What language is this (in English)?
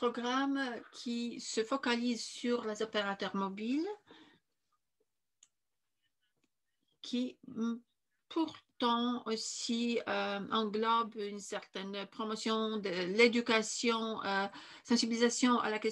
French